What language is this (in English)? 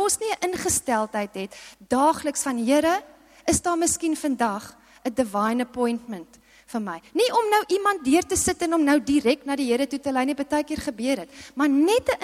Afrikaans